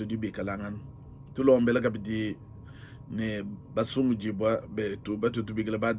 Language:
Luba-Lulua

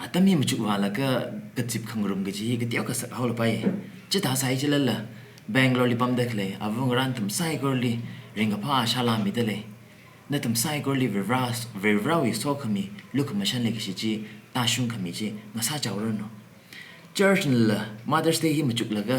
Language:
Tangkhul Naga (India)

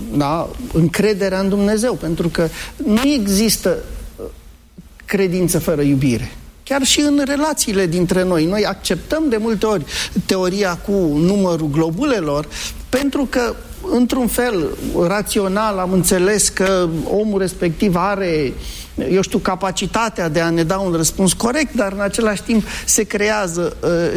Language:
Romanian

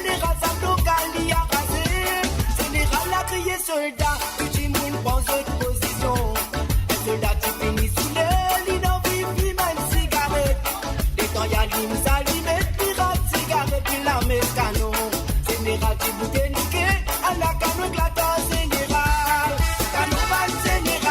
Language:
Morisyen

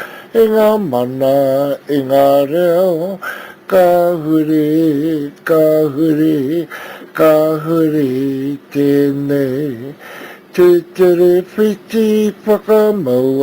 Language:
Māori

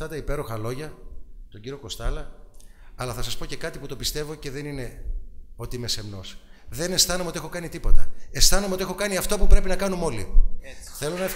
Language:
Greek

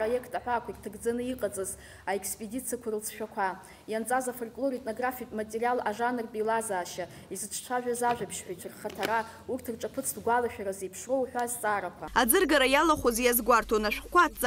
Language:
Abkhazian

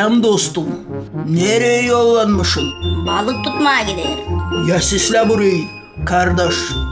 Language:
Gagauz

